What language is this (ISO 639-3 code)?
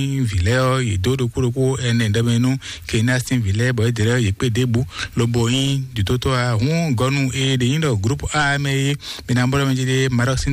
fon